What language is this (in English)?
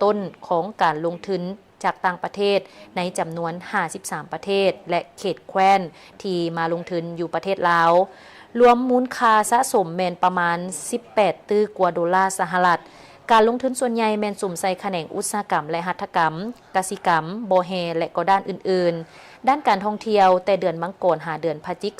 Lao